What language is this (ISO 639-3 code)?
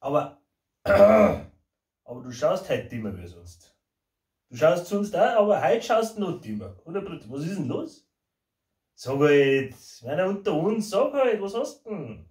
bar